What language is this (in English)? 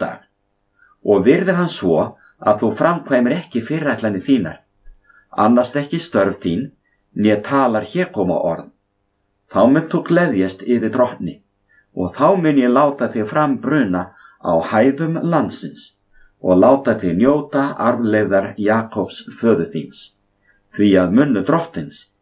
Icelandic